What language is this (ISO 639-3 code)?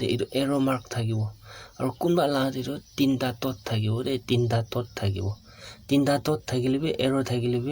nag